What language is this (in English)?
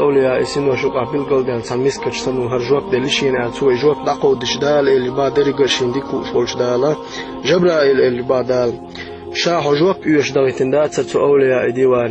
Chechen